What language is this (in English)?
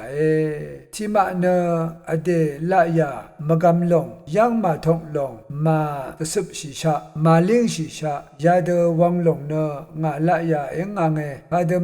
Rawang